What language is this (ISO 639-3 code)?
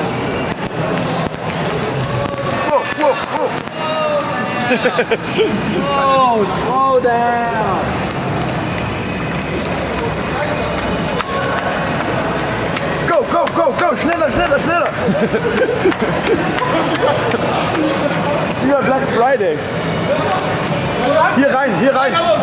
deu